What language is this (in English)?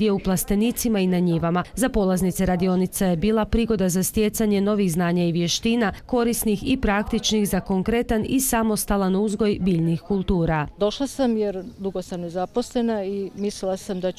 Croatian